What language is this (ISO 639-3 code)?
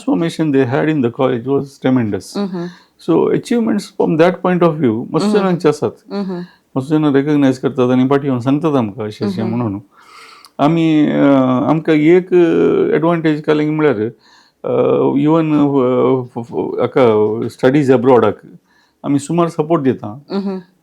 kok